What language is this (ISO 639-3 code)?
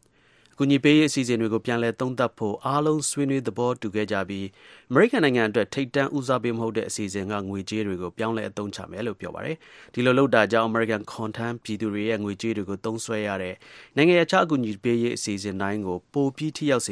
mya